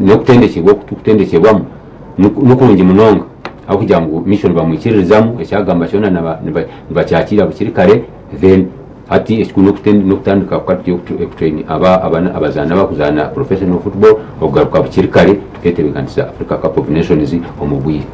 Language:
Nyankole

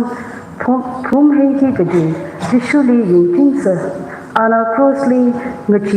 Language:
Tangkhul Naga (India)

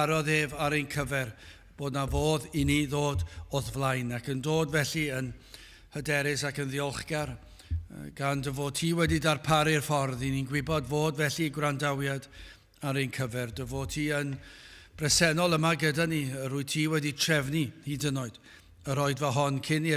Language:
Welsh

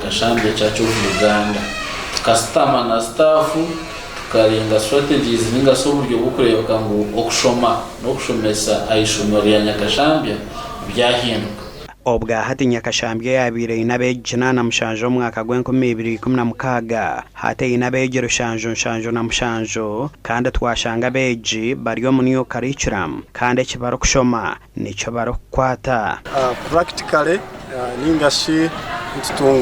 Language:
Nyankole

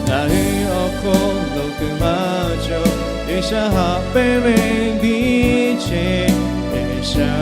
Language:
Lahu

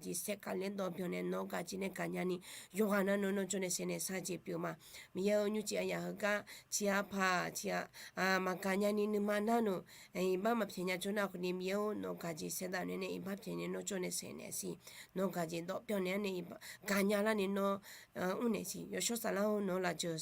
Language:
Akha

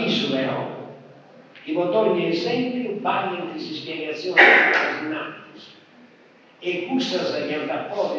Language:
Sardinian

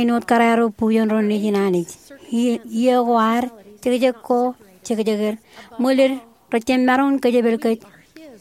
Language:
Marshallese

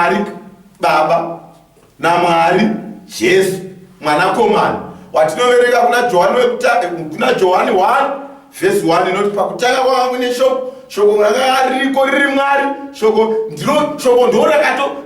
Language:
Shona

